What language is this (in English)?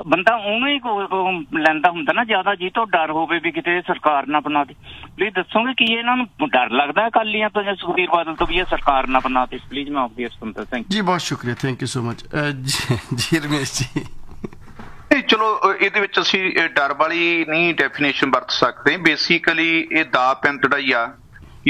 Punjabi